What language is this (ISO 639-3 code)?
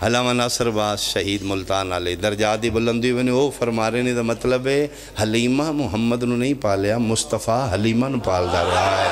phr